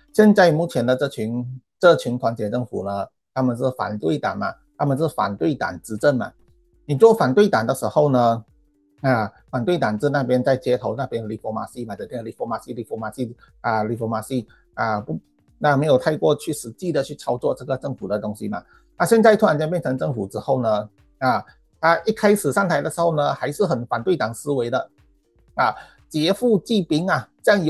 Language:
Chinese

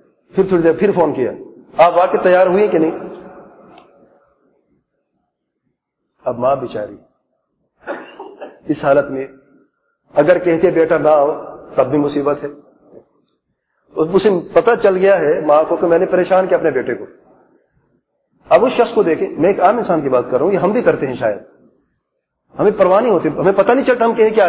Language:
Urdu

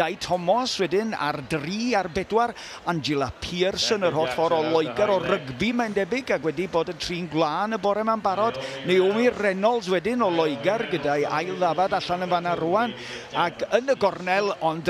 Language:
Welsh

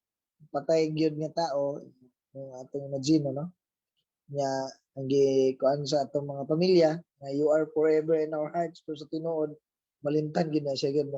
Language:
Cebuano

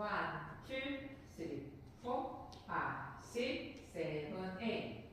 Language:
Persian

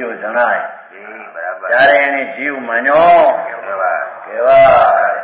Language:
Gujarati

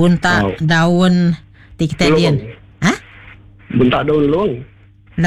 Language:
Iban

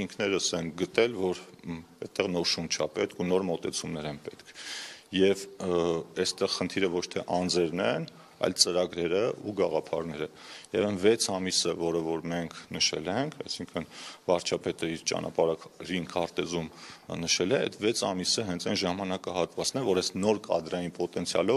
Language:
Armenian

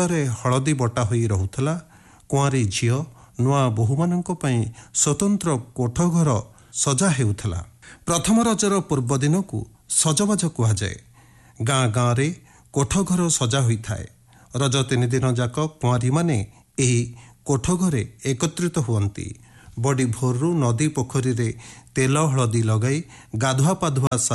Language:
Odia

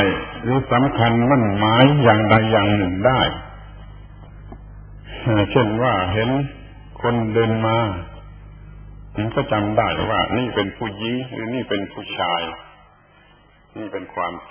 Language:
Thai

